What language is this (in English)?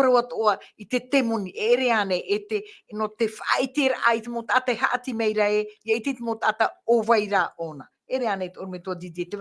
Tahitian